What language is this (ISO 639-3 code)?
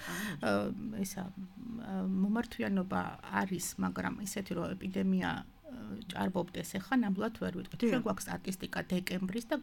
kat